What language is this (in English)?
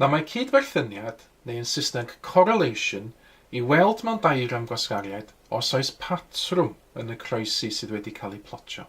Welsh